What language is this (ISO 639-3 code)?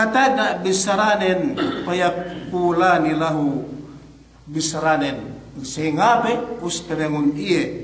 yka